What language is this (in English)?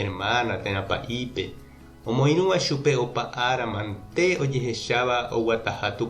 Guarani